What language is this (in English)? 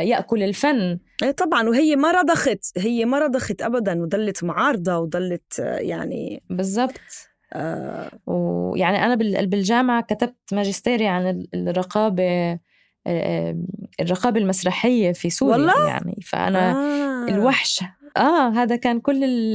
North Levantine Arabic